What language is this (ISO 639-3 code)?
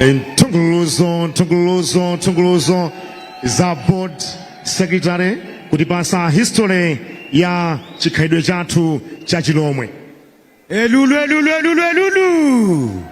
nya